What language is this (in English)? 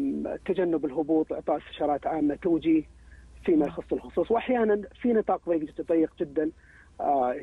Arabic